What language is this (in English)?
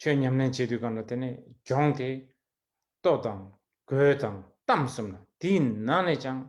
Tibetan